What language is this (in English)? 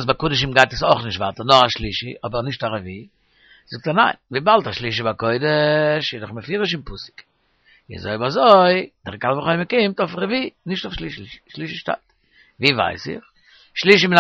Yiddish